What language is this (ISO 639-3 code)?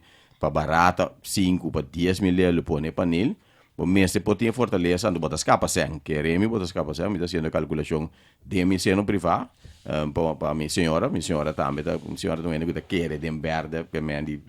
pap